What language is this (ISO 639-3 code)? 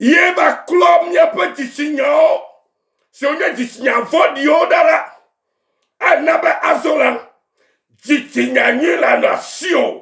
ewe